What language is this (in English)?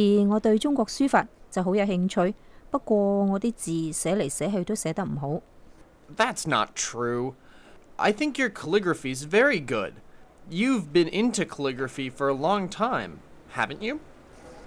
Cantonese